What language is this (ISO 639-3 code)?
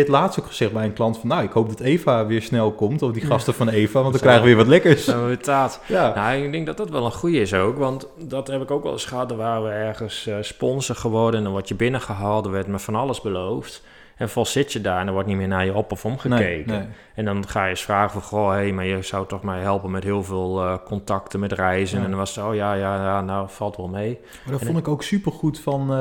nld